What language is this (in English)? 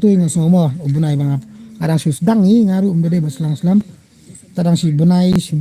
Khasi